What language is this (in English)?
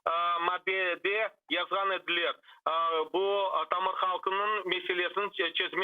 Crimean Tatar